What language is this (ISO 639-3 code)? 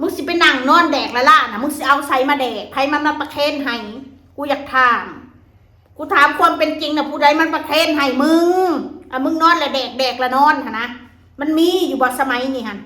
tts